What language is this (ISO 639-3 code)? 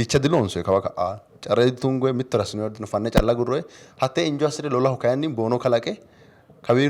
sid